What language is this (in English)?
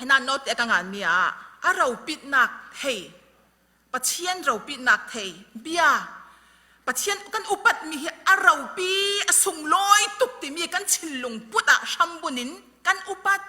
Falam Chin